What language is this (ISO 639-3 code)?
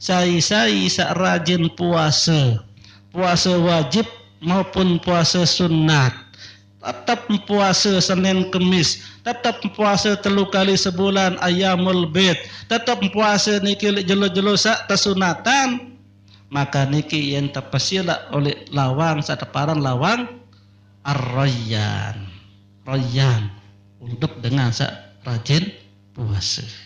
sas